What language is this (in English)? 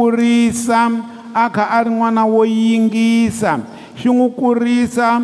Tsonga